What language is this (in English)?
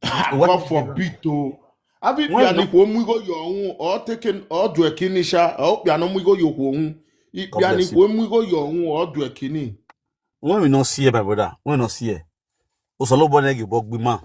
Nigerian Pidgin